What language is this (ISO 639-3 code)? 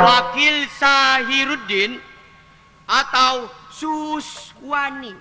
mad